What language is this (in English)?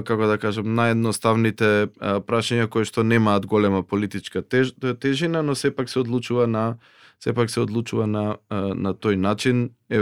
Macedonian